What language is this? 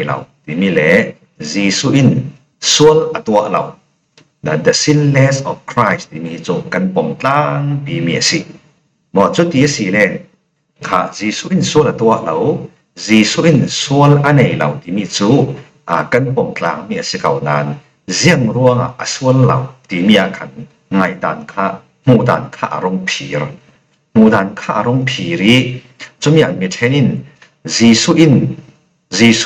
Falam Chin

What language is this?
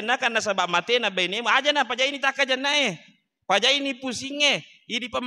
Buginese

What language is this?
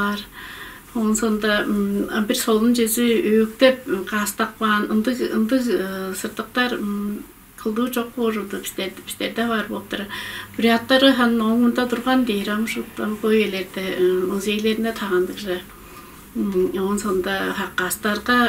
Tuvinian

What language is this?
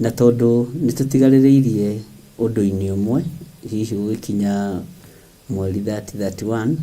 Kikuyu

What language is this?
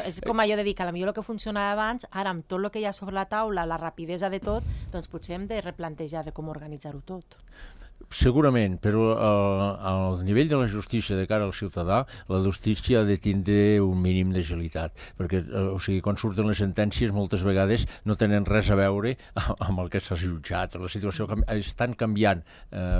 Catalan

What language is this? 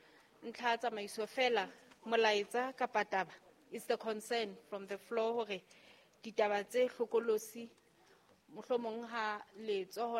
Southern Sotho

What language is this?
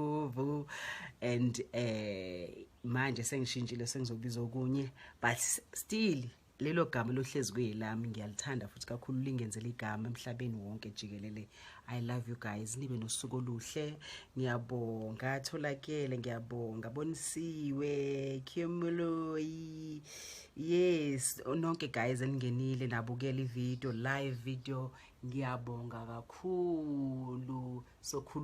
Zulu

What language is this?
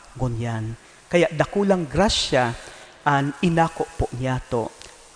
Bikol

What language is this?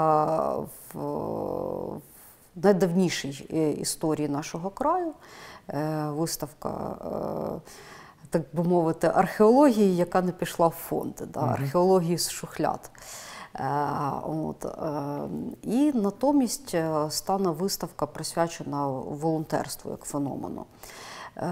Ukrainian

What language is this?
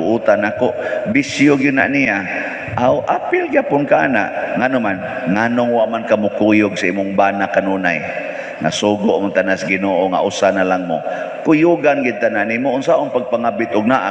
Cebuano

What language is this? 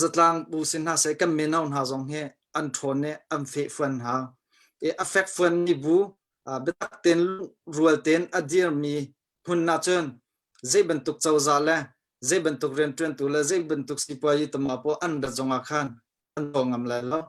Hakha Chin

